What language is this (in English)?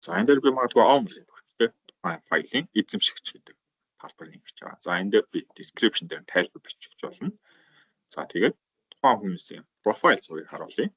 Mongolian